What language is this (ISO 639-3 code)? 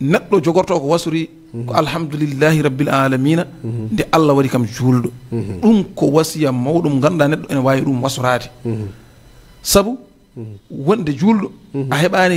ful